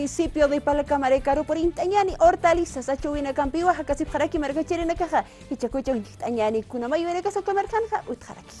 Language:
Aymara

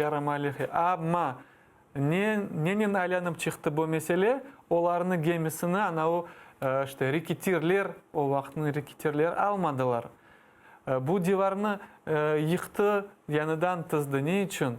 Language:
Crimean Tatar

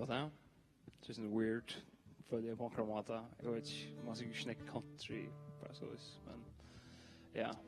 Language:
Faroese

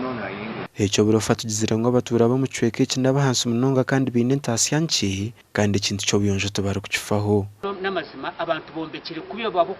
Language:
Nyankole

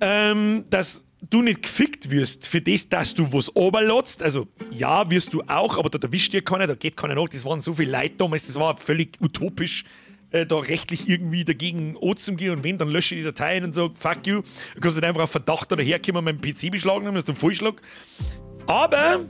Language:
Bavarian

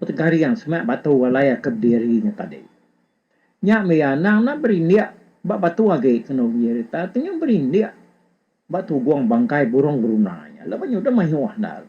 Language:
Iban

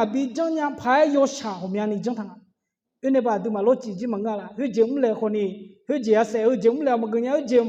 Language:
Akha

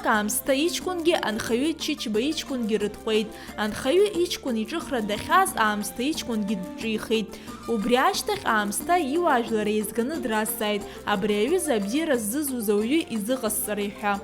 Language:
Abkhazian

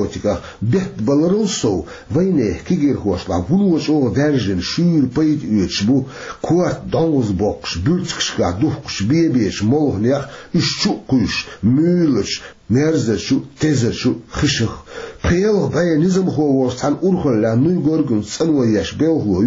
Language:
Chechen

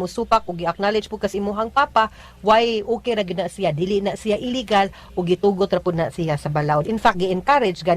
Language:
Cebuano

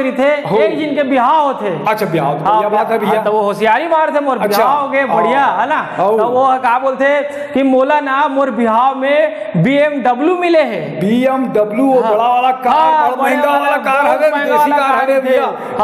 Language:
Chhattisgarhi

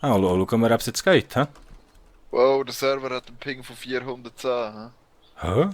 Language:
Swiss German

